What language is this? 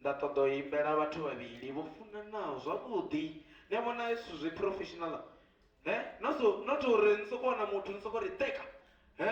Venda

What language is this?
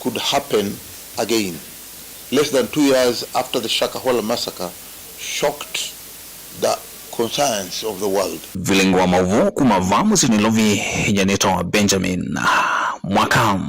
Kamba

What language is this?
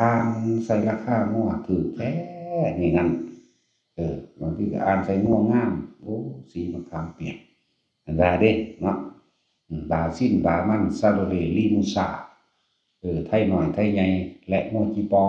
Northeastern Thai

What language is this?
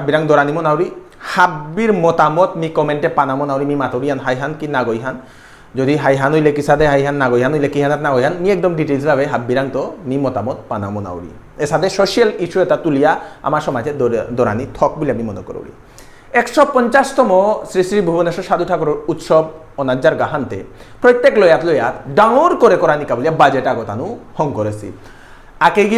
Bishnupriya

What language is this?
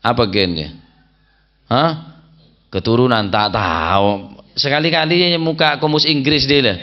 Madurese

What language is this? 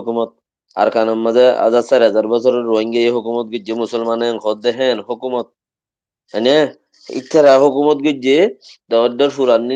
Rohingya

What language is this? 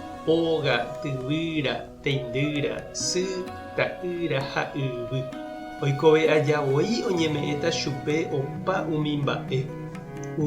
Guarani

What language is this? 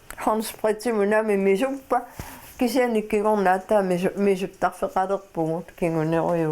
Kalaallisut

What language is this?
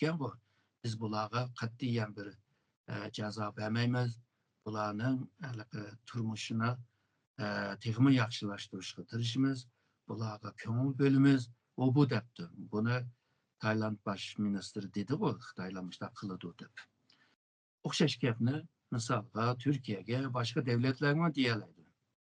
Uyghur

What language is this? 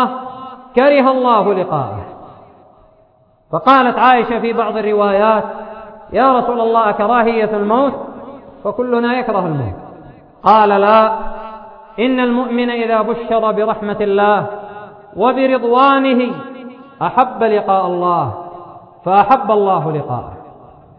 Arabic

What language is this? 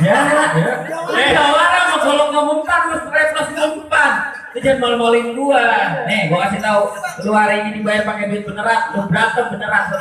Betawi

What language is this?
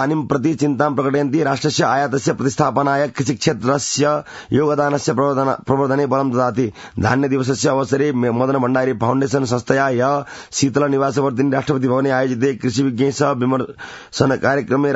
Sanskrit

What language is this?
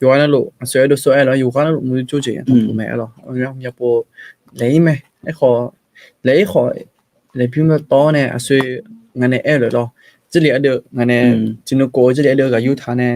Akha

